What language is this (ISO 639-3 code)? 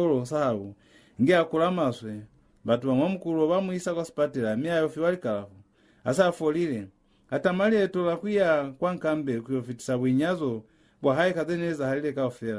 loz